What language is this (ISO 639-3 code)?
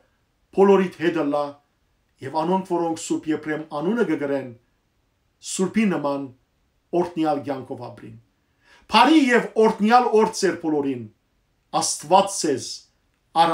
hyw